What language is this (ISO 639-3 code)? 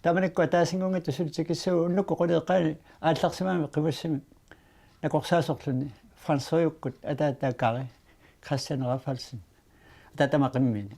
kal